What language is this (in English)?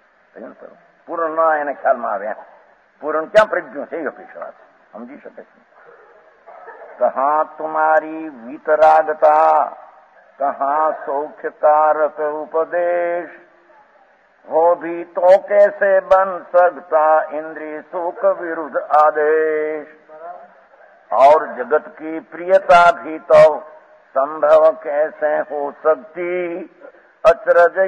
Gujarati